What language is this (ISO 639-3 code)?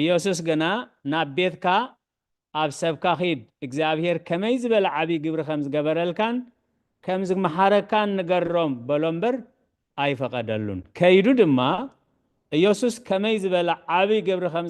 tir